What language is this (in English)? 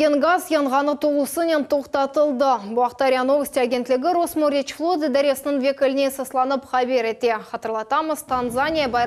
Crimean Tatar